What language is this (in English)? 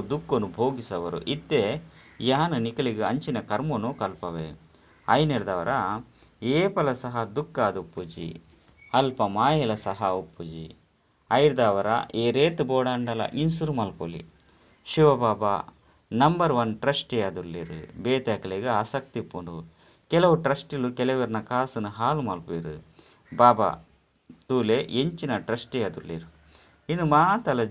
Tulu